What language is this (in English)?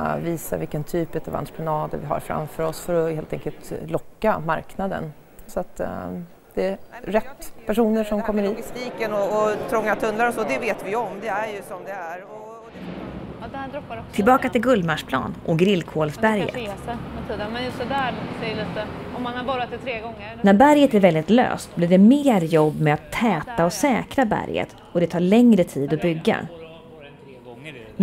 Swedish